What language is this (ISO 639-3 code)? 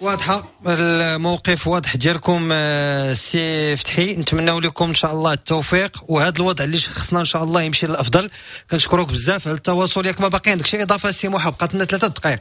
ary